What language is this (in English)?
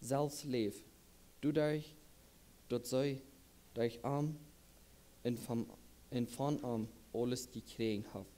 Plautdietsch